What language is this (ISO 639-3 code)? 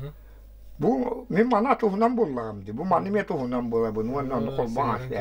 sah